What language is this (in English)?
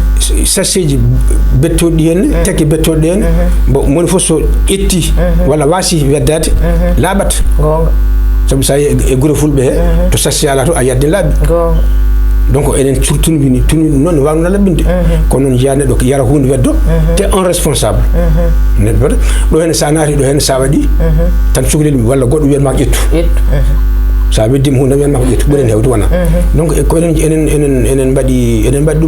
Fula